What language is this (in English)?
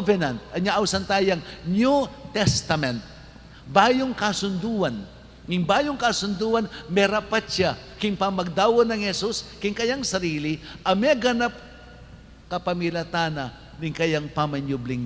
Pampanga